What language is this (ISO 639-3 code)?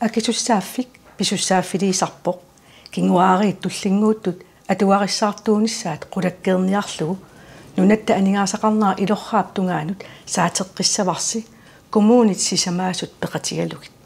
kal